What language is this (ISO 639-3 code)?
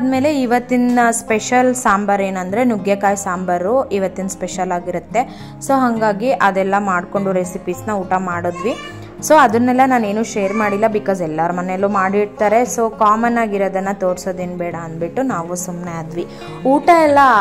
kan